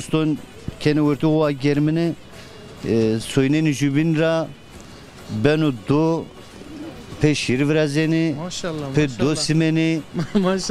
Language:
Zaza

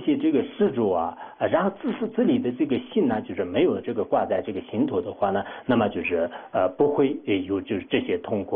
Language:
Chinese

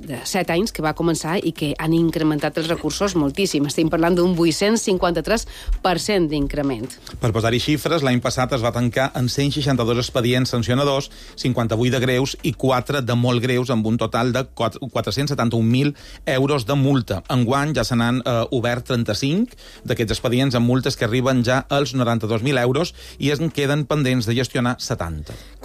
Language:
Catalan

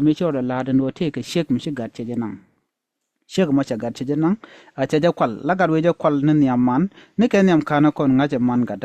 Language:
Nuer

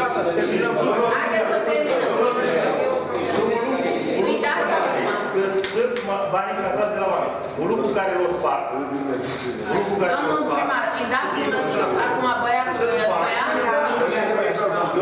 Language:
Romanian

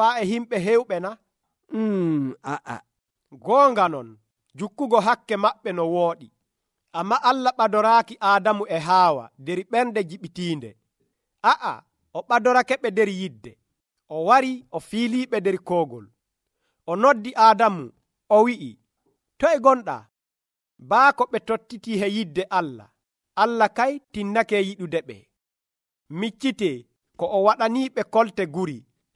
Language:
Nigerian Fulfulde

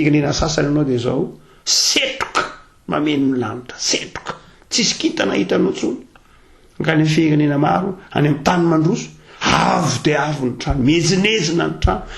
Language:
Malagasy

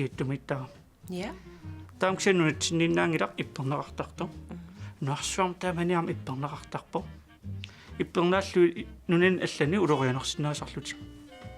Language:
Kalaallisut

